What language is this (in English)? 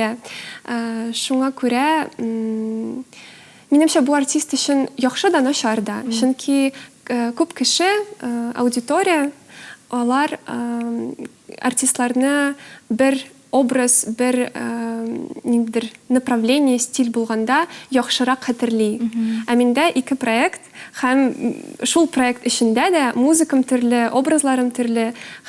Tatar